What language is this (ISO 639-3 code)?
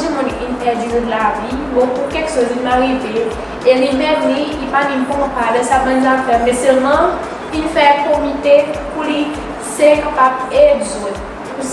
crs